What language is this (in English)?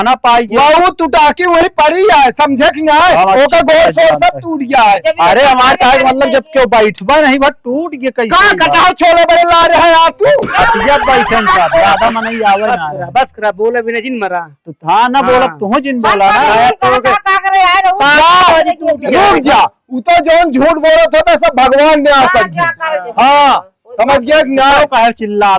Awadhi